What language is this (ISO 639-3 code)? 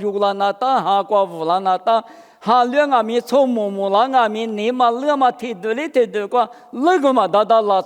lis